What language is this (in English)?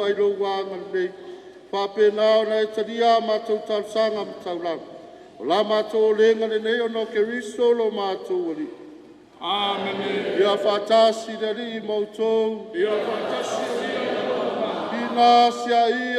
Samoan